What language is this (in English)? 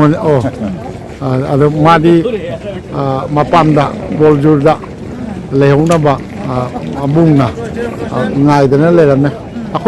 Manipuri